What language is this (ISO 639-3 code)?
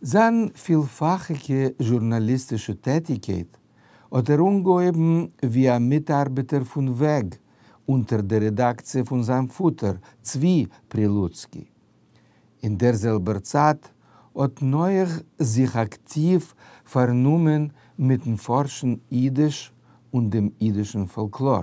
yid